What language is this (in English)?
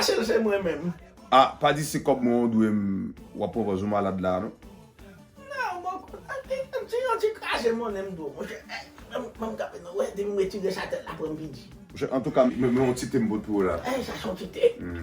Haitian Creole